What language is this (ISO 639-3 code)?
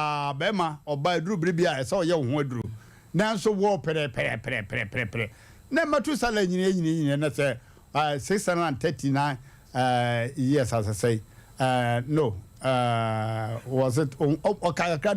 aka